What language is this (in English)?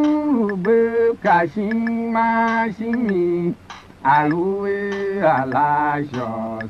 Tiv